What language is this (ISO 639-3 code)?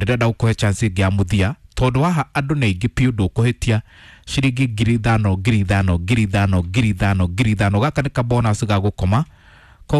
kik